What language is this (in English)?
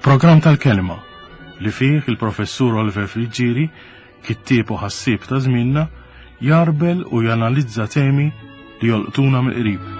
Maltese